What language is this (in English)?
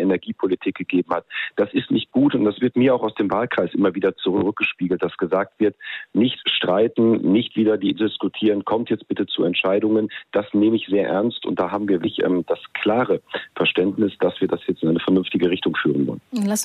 German